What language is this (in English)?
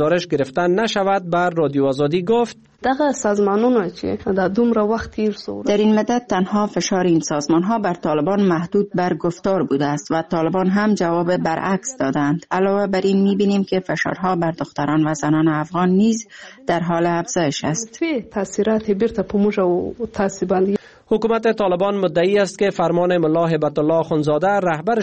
Persian